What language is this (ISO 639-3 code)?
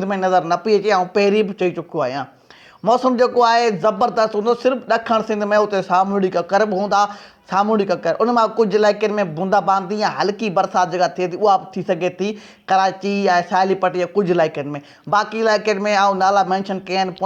snd